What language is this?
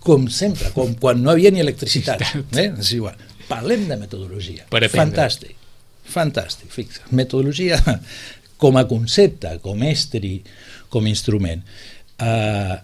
Catalan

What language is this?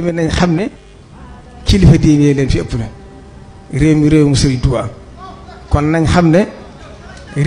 Wolof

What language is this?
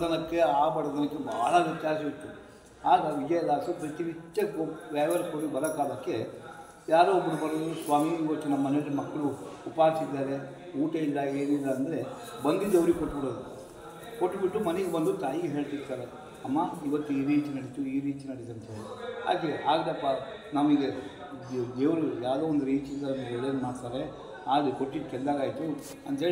Kannada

